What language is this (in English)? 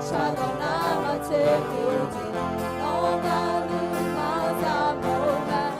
Akha